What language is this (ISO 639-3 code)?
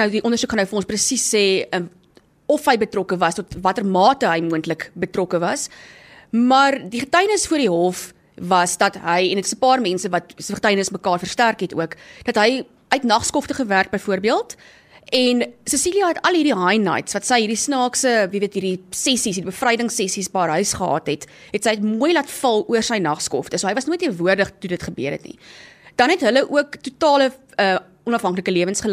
afr